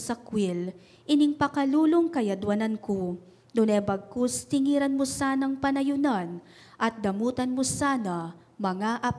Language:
Pampanga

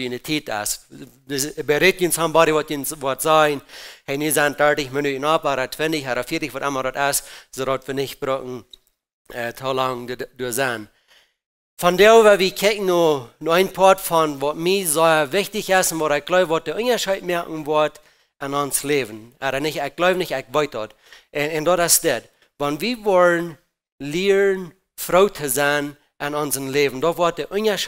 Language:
Plautdietsch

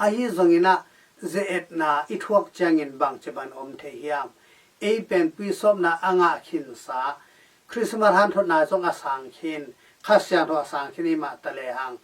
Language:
Tedim Chin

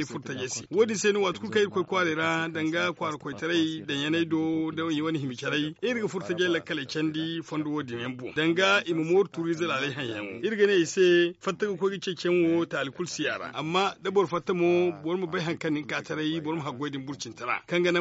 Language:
Zarma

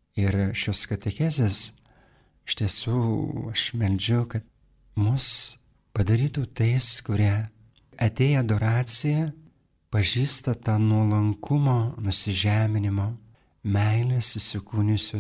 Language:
Lithuanian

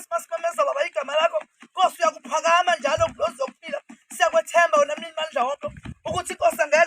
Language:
Zulu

